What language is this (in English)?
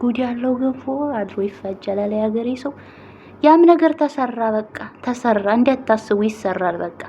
Amharic